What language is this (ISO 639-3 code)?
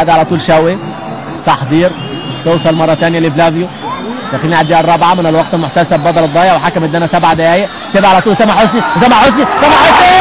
arz